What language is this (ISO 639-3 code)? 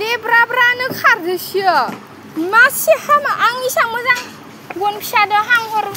brx